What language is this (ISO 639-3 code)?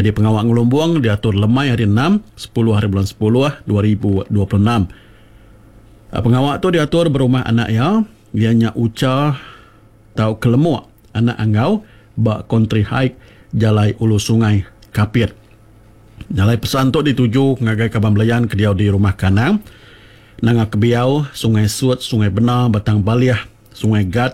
iba